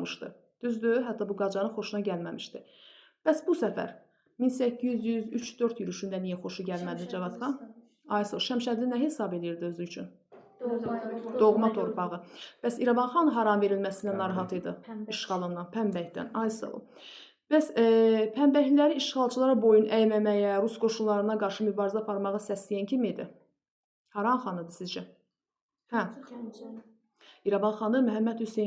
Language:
Azerbaijani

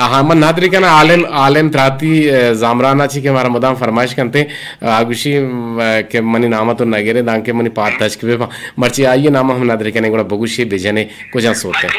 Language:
Eastern Balochi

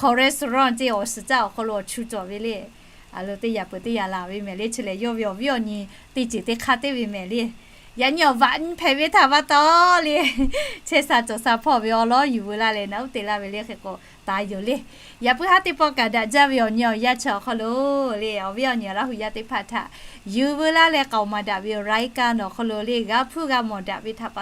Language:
Lahu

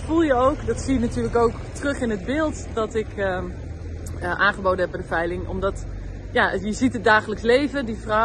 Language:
Dutch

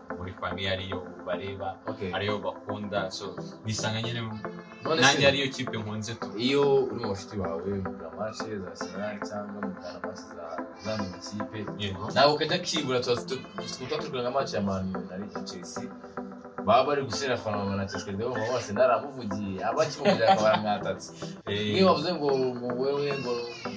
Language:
Kinyarwanda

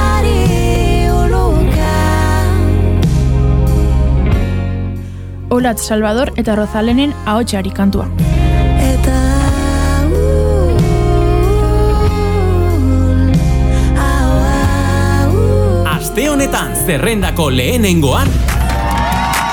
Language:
Basque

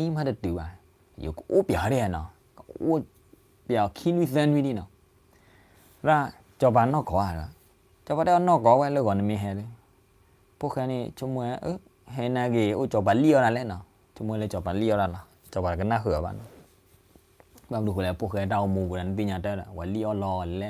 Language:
S'gaw Karen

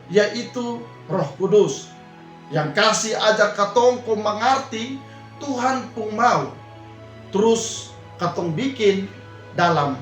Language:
Kupang Malay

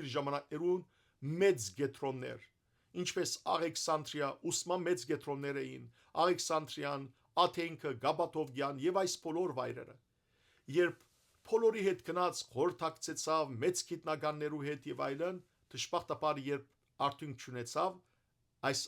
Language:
Western Armenian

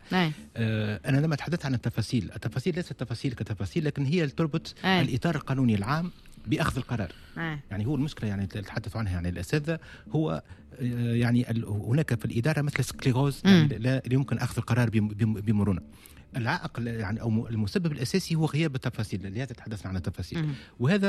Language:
Tunisian Arabic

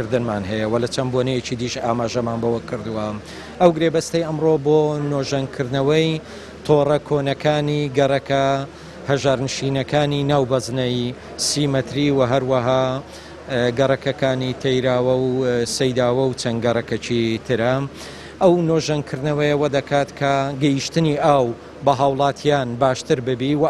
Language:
Central Kurdish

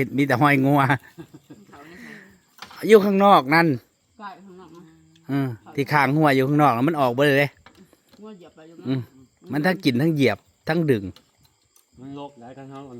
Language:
Northeastern Thai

